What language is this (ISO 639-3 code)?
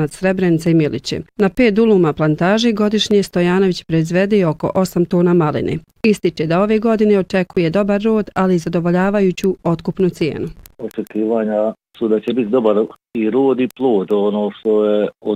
bos